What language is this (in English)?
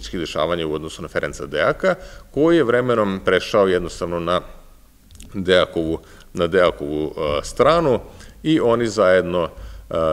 Serbian